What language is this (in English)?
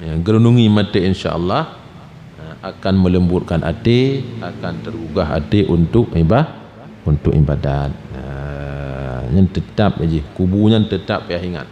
Achinese